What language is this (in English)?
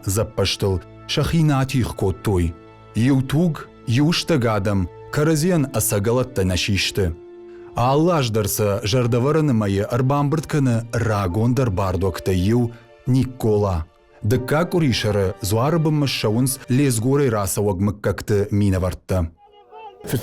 Ossetic